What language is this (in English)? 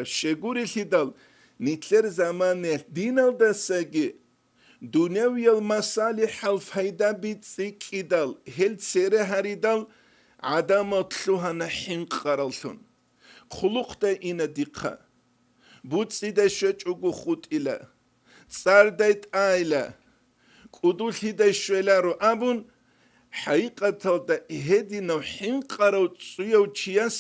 Avaric